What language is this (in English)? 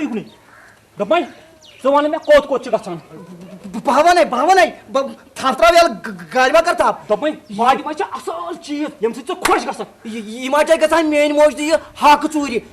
Kashmiri